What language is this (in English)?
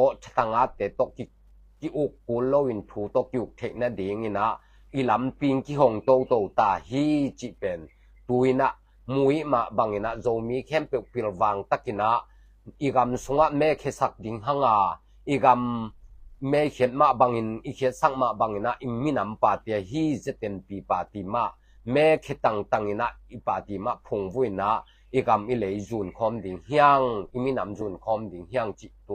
Tedim Chin